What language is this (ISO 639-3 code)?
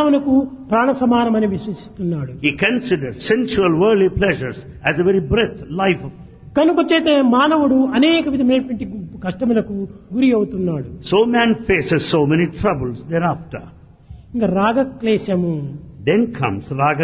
tel